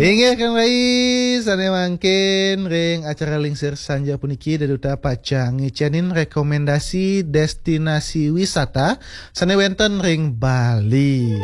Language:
Balinese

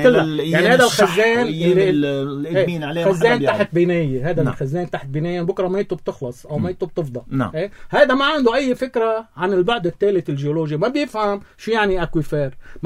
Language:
North Levantine Arabic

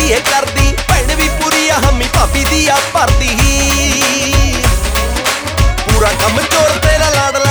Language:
Punjabi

